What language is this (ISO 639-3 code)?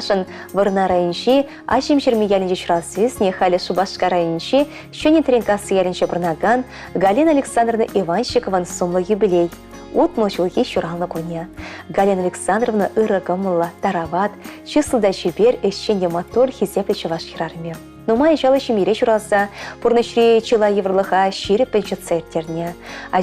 chv